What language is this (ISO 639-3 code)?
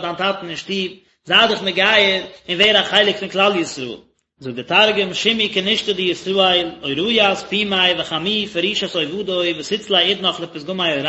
yid